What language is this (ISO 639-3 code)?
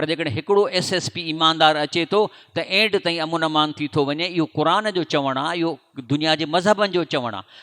snd